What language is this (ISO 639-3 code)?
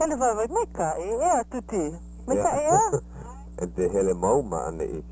haw